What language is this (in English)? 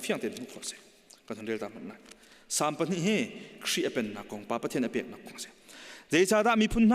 Hakha Chin